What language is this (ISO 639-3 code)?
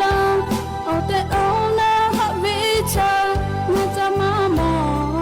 lhu